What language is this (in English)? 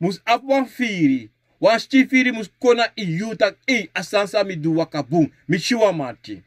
Sranan Tongo